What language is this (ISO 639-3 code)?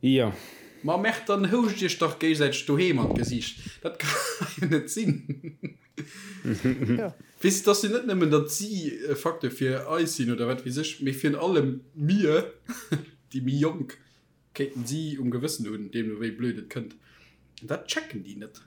ltz